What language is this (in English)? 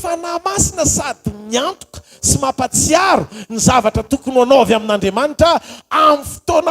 Malagasy